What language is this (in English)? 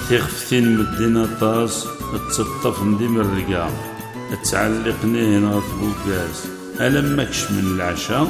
Kabyle